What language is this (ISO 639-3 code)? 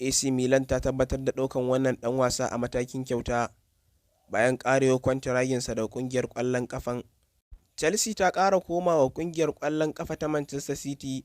hau